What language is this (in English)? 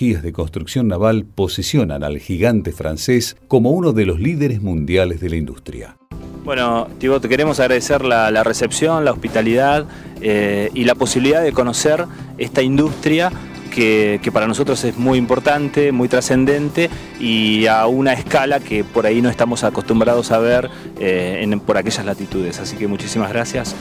Spanish